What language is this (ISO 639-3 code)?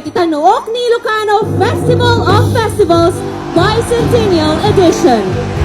ilo